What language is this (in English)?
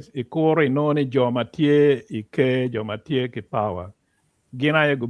Acoli